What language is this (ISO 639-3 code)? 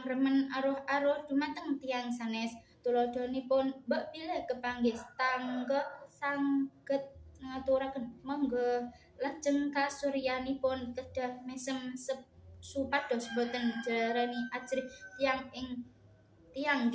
jav